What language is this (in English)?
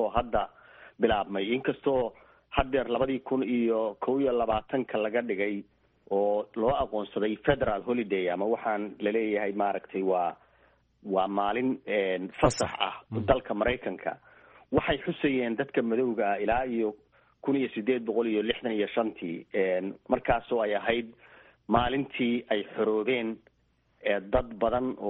Somali